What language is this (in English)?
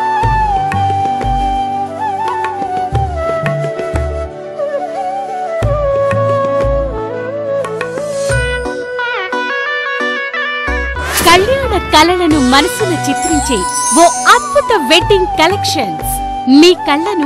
Telugu